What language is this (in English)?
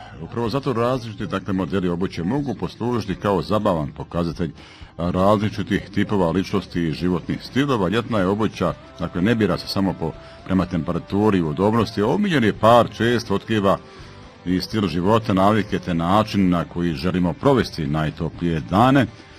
Bosnian